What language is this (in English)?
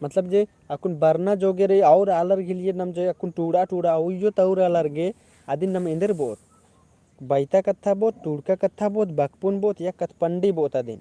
Kurukh